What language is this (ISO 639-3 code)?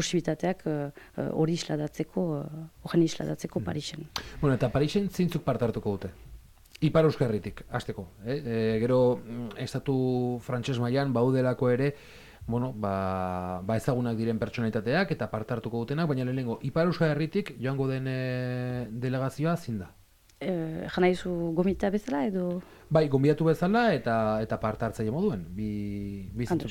eus